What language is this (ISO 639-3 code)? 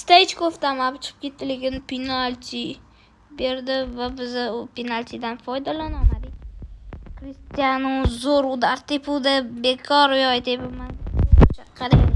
uzb